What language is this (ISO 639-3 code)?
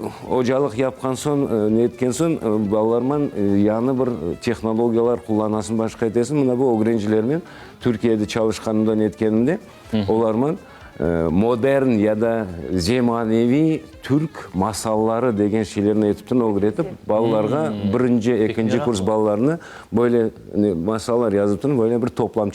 crh